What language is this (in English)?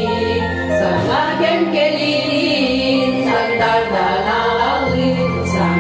Yakut